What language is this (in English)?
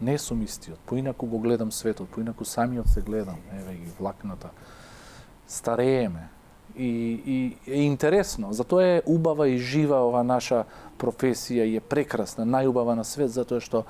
Macedonian